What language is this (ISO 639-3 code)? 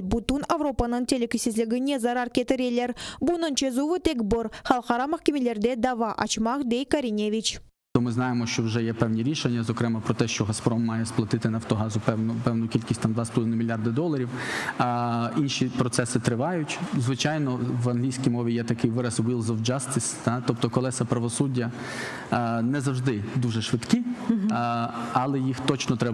crh